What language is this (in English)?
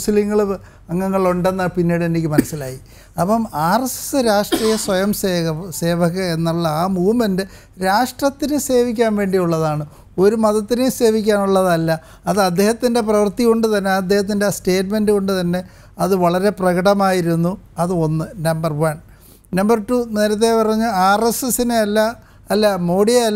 Malayalam